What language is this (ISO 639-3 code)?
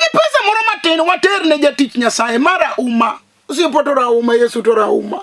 luo